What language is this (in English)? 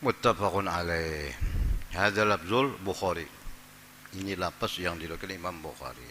Banjar